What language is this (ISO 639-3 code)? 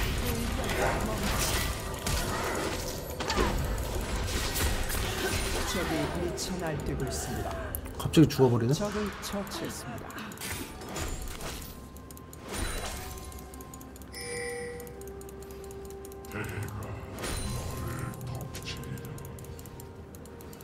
kor